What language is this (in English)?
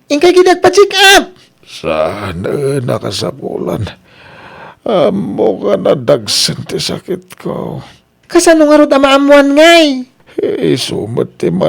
Iloko